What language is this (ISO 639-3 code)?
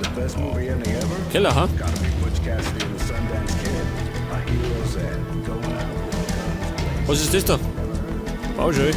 bar